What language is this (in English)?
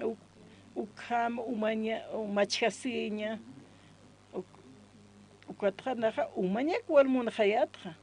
Aymara